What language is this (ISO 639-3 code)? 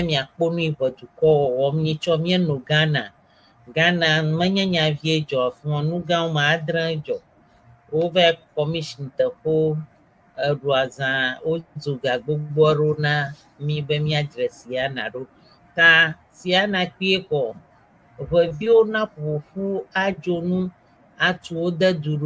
ewe